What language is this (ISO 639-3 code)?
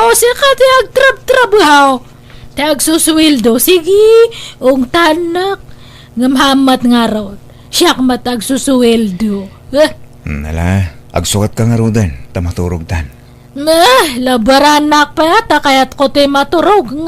ilo